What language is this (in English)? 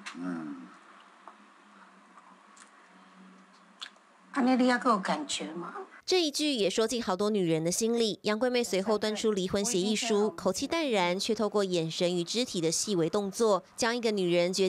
Chinese